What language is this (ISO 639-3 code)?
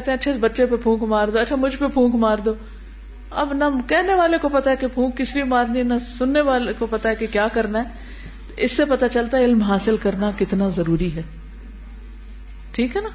urd